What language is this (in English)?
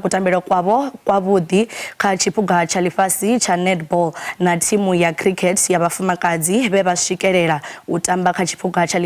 Venda